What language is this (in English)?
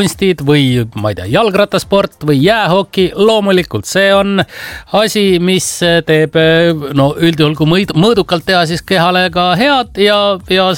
Estonian